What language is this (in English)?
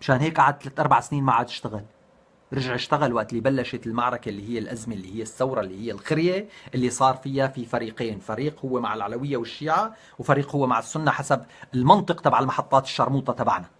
North Levantine Arabic